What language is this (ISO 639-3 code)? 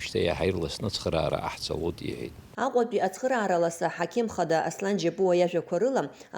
abk